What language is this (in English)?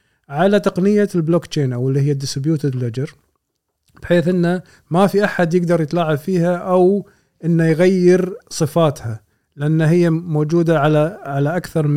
Gulf Arabic